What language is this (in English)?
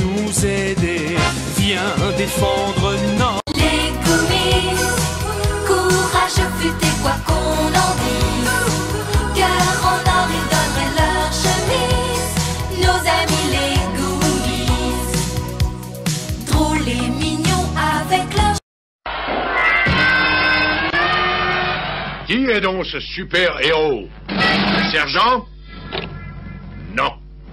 French